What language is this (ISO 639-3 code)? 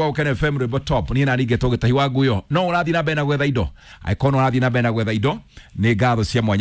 kik